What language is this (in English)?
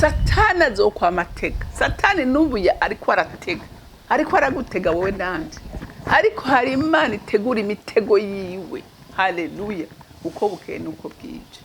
Rundi